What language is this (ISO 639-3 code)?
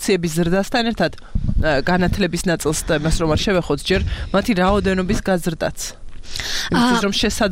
kat